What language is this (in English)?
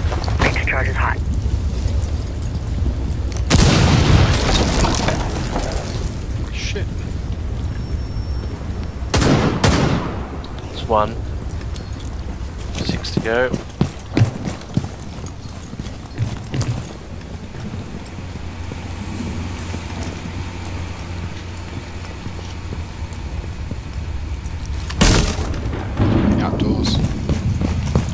English